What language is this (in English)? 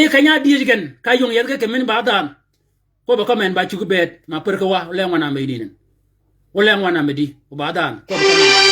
Shilluk